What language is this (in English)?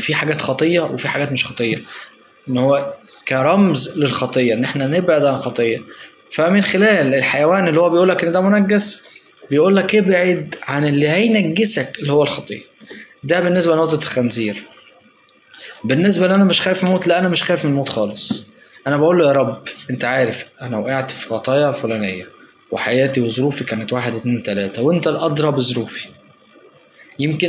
Egyptian Arabic